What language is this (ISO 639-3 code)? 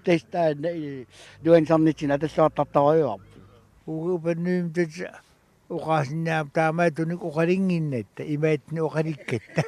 kal